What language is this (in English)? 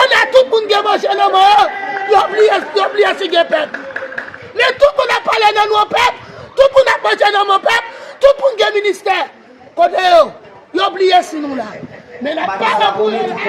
Haitian Creole